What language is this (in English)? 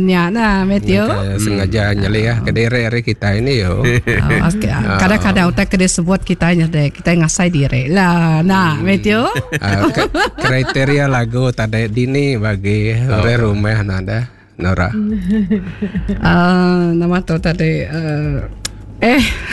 Iban